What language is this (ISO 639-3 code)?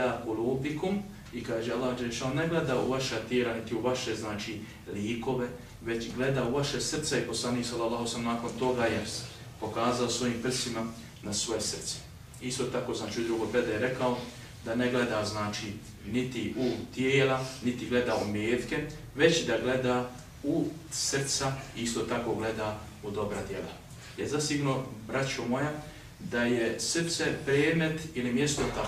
bos